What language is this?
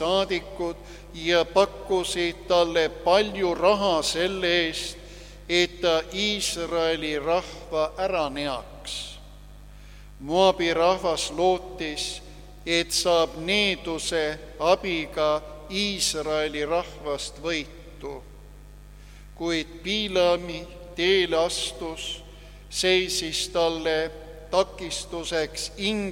Estonian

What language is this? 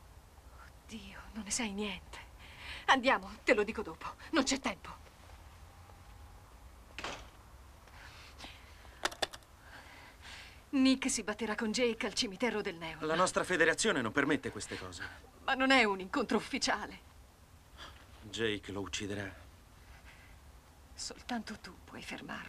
Italian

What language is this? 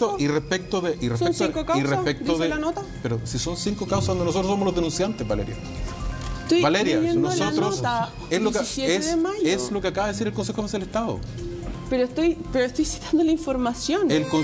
Spanish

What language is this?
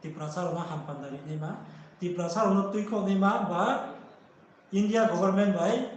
Riang (India)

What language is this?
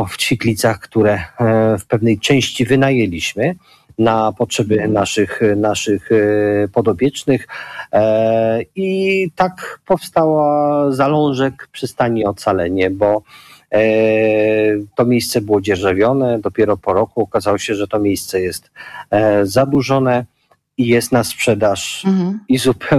Polish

